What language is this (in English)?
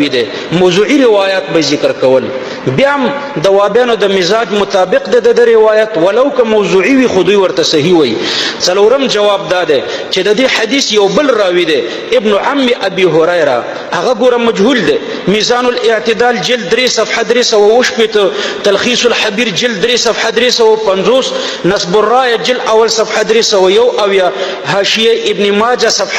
Pashto